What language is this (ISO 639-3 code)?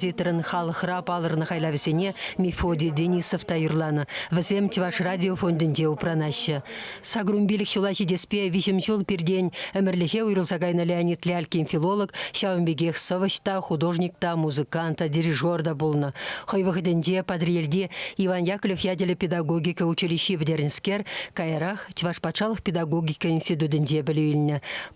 chv